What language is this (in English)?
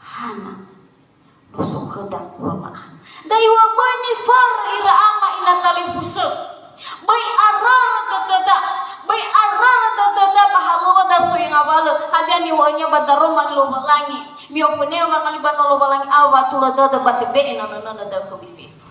Nias